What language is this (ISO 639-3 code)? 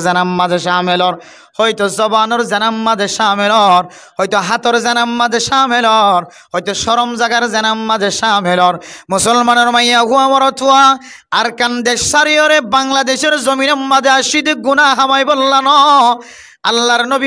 rhg